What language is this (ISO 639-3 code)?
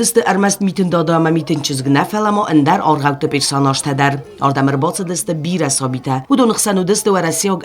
oss